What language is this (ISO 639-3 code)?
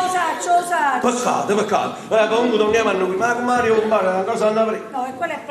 nap